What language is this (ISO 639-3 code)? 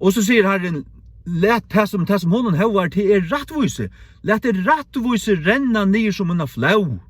fao